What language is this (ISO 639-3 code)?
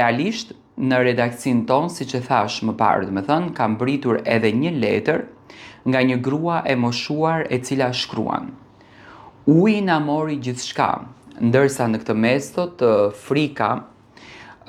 sqi